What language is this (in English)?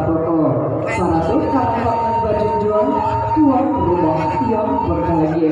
Minangkabau